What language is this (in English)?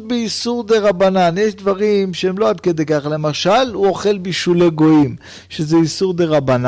Hebrew